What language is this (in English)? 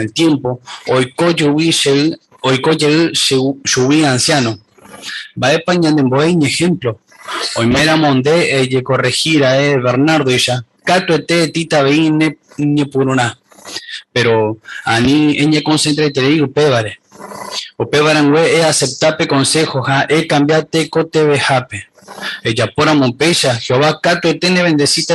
Guarani